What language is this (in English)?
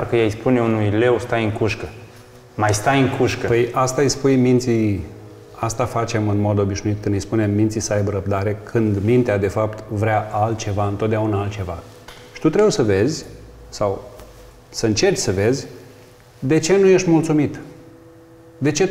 Romanian